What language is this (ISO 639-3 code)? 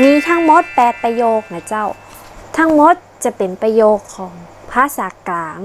nod